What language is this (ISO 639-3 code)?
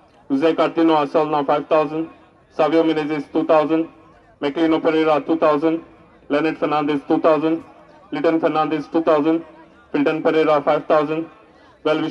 kok